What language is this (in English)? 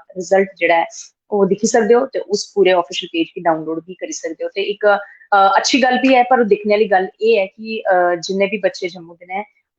Dogri